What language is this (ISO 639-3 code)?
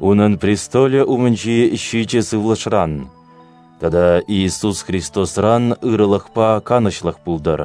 chv